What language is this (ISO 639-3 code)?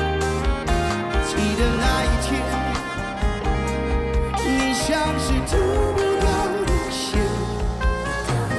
zho